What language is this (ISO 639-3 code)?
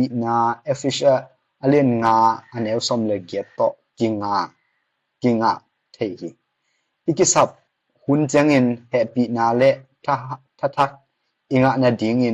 ctd